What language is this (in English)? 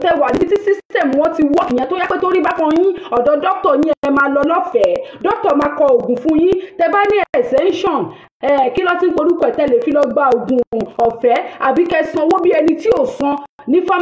Yoruba